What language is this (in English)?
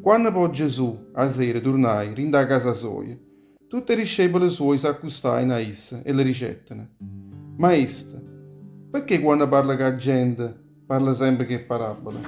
Neapolitan